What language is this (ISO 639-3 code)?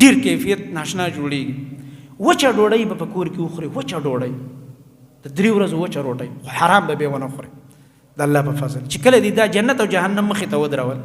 pus